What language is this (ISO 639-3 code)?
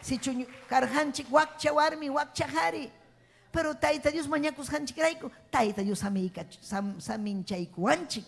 quy